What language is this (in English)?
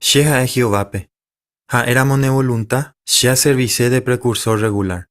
Guarani